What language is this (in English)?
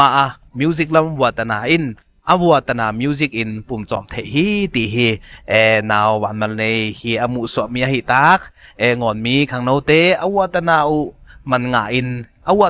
Ngawn Chin